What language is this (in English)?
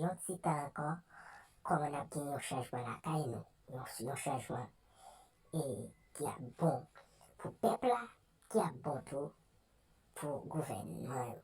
Haitian Creole